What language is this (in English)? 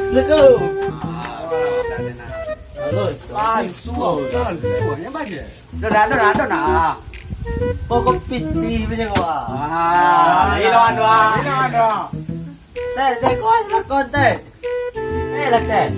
Minangkabau